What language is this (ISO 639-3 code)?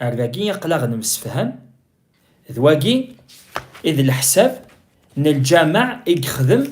kab